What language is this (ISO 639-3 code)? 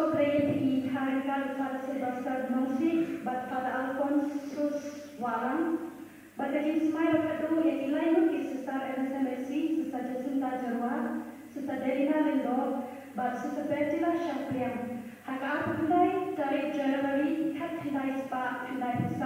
kha